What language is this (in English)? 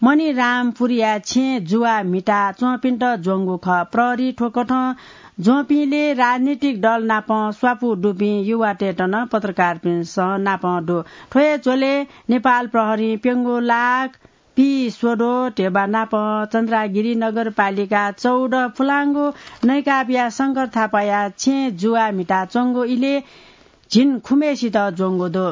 Newari